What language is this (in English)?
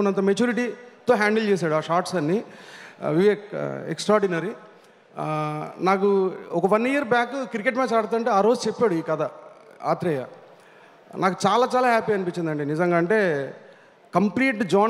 Telugu